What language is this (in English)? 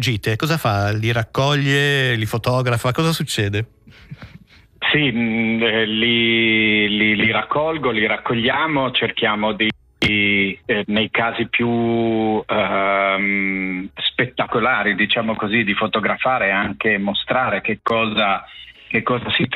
Italian